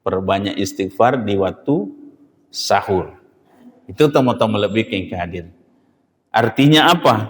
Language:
Buginese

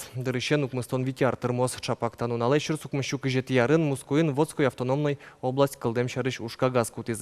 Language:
Udmurt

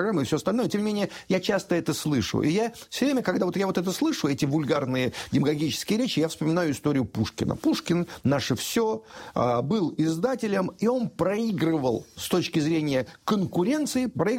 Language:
Russian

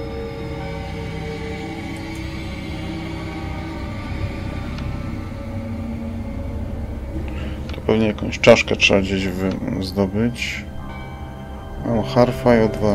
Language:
Polish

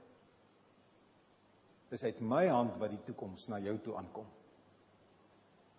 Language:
Afrikaans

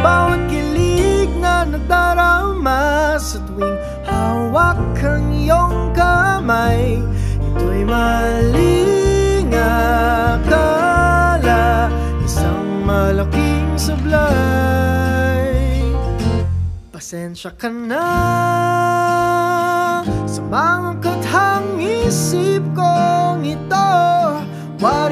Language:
Filipino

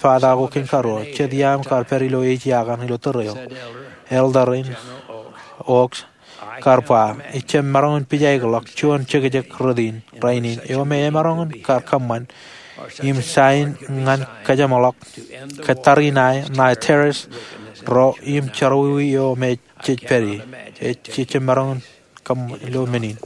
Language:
Marshallese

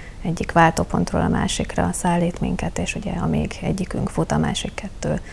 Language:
Hungarian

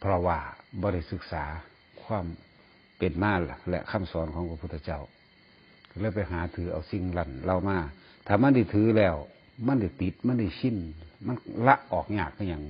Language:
Northeastern Thai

